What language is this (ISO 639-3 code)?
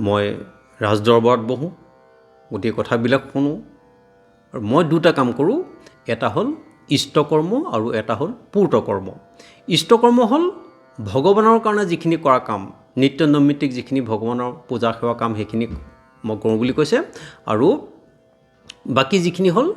asm